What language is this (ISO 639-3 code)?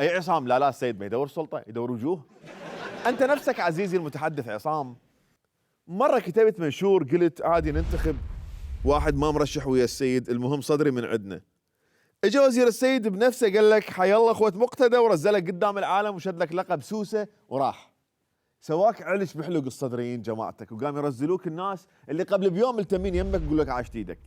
acm